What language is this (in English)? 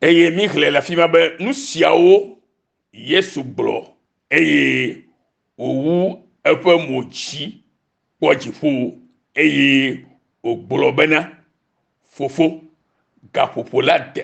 Ewe